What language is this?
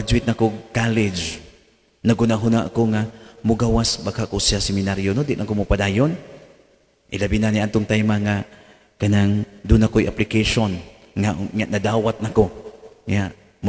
Cebuano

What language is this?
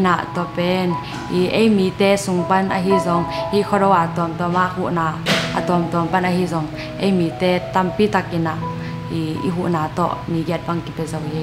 Tedim Chin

